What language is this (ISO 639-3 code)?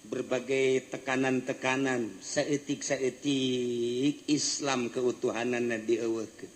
sun